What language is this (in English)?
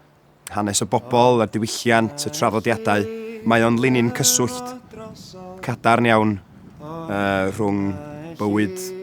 Welsh